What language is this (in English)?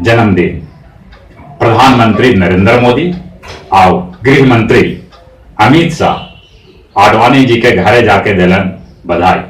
Magahi